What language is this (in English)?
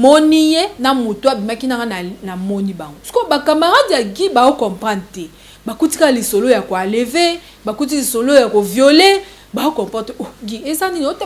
Lingala